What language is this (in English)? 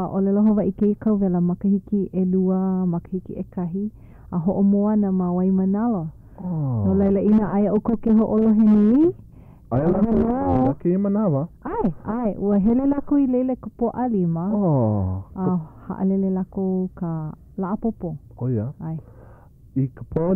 Hawaiian